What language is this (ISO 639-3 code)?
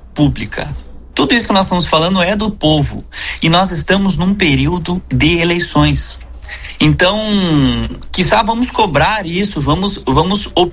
por